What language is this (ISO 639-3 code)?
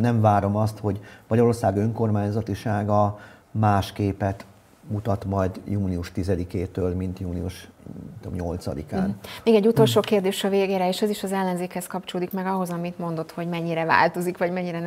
hun